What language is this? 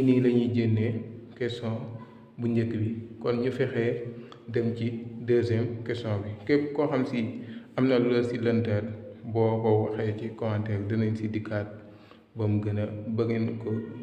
Wolof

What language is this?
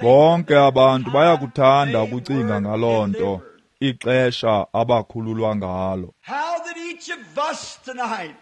Xhosa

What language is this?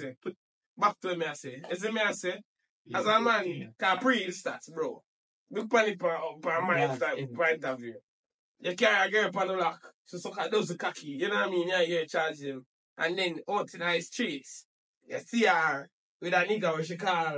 Jamaican Creole English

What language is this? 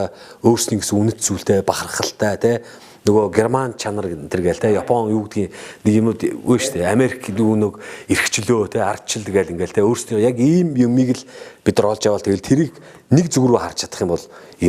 Mongolian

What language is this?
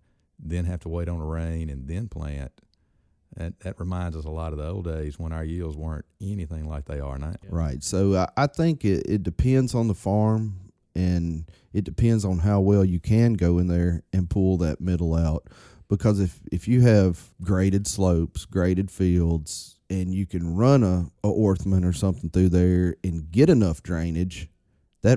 English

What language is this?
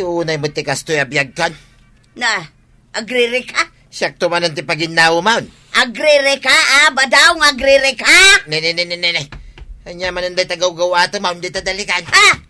Iloko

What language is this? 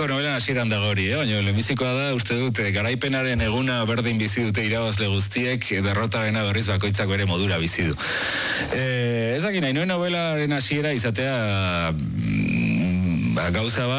Basque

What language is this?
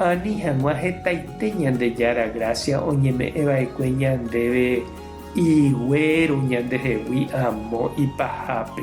Guarani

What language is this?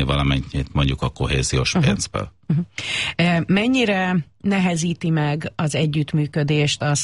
Hungarian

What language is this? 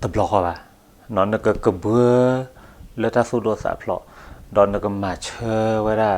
S'gaw Karen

